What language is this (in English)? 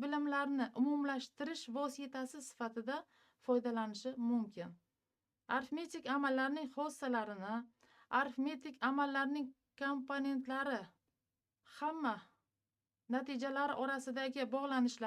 Uzbek